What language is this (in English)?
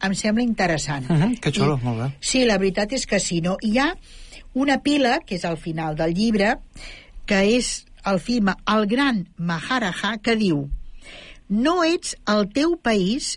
Catalan